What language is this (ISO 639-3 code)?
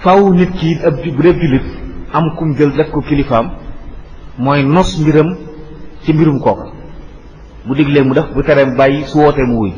wol